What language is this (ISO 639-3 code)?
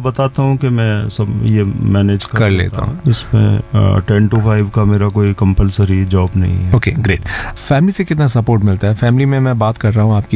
hin